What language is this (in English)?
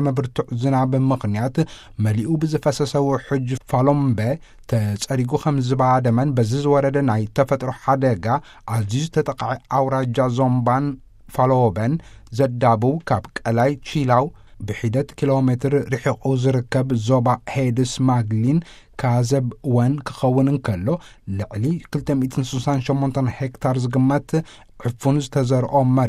Tigrinya